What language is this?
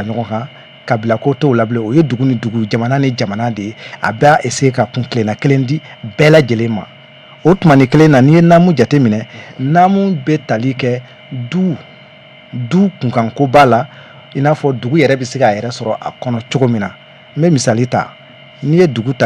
Bambara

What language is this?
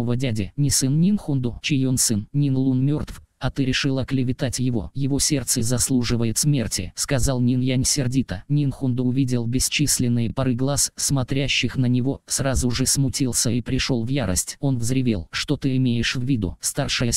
Russian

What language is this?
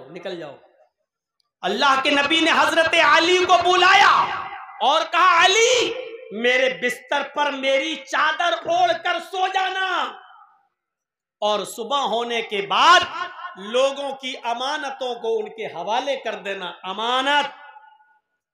Urdu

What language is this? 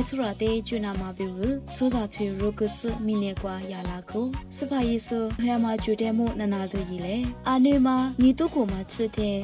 Lisu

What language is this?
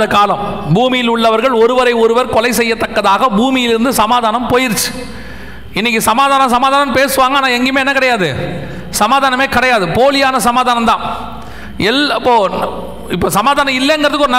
Tamil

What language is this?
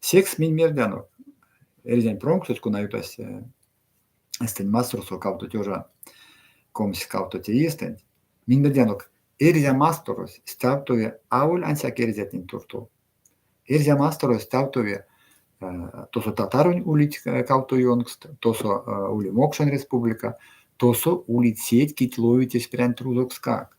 Erzya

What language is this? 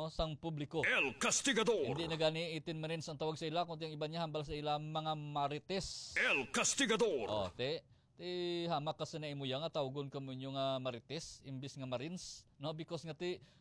Hiligaynon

